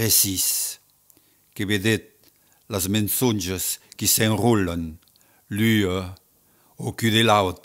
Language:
Occitan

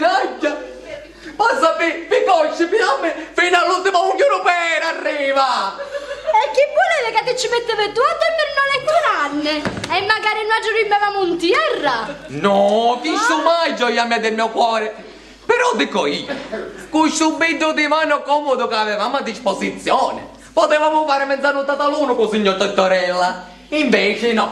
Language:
Sicilian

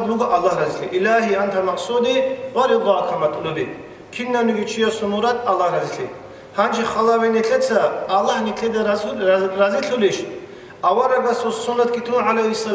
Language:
Avaric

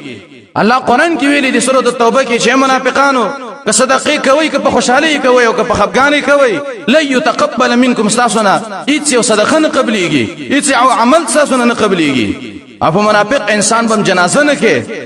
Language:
Pashto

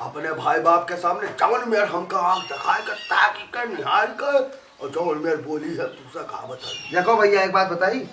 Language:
Awadhi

